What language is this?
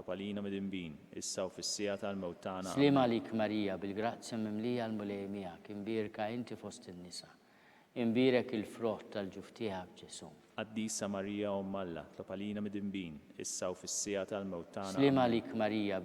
Maltese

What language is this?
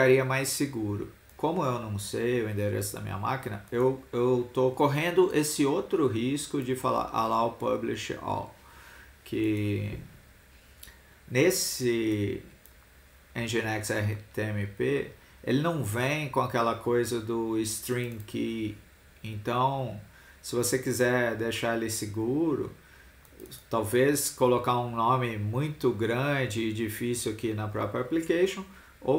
Portuguese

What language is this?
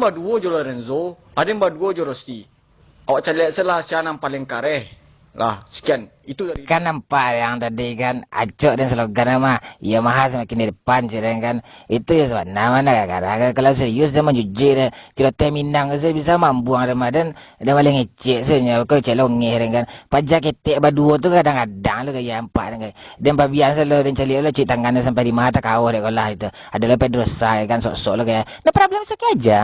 Minangkabau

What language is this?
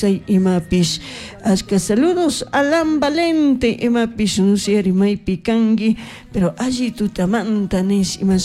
Chimborazo Highland Quichua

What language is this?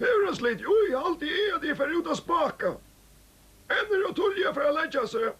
Faroese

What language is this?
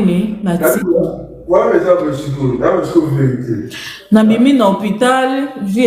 Lingala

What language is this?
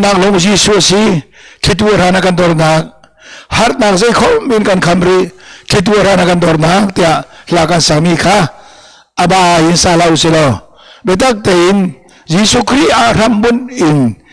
Hakha Chin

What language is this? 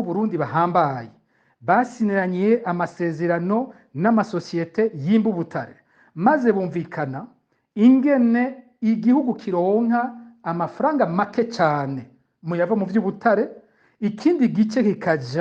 Rundi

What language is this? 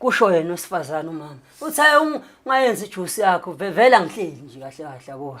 Zulu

